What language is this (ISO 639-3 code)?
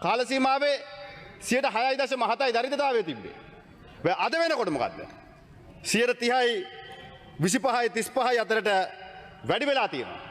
sin